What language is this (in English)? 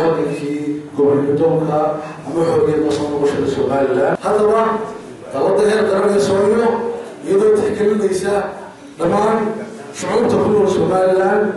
Somali